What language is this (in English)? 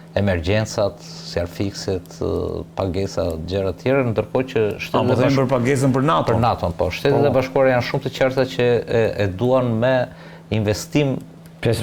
Albanian